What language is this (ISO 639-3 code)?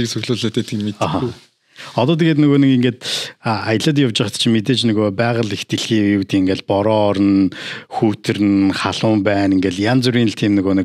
mon